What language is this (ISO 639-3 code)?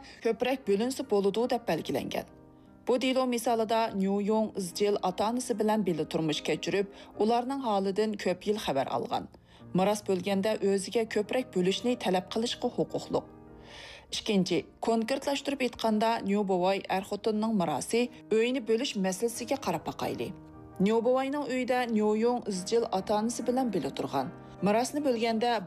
uig